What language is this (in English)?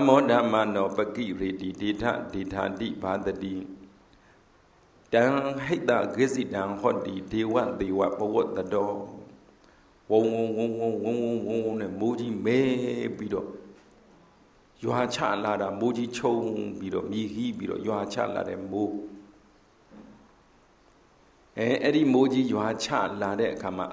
Burmese